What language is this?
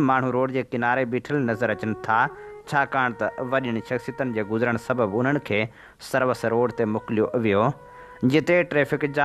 Sindhi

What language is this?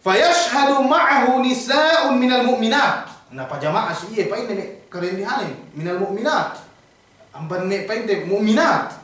Yakan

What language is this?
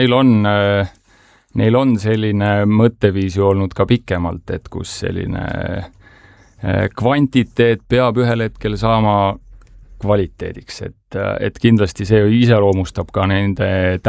Estonian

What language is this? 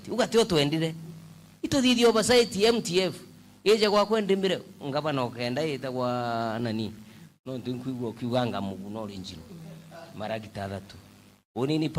Meru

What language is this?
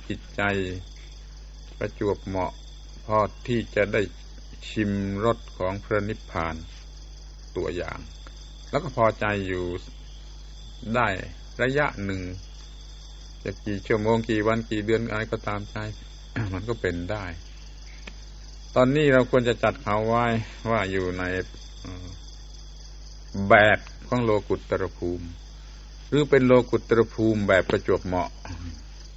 Thai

